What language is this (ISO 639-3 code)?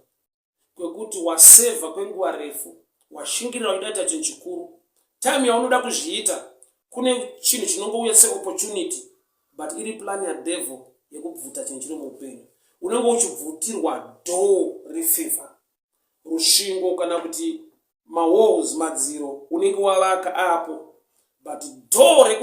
sna